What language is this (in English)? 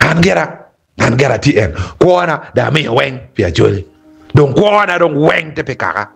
Acoli